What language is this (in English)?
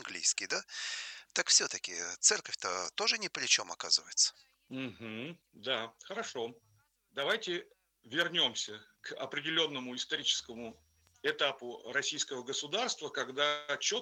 Russian